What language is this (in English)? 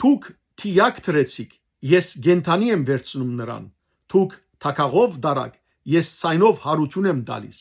Western Armenian